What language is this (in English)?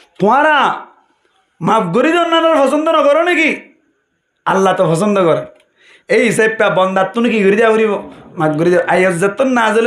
Rohingya